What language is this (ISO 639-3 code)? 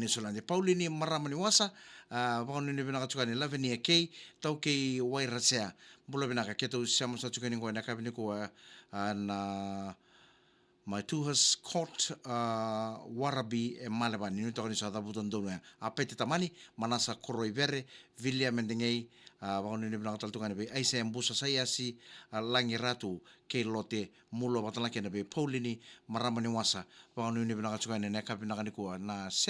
fij